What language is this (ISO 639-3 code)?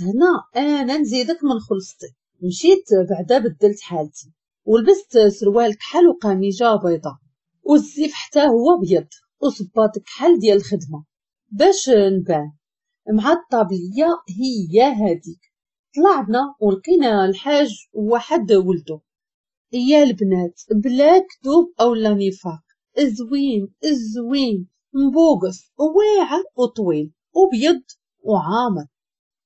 ary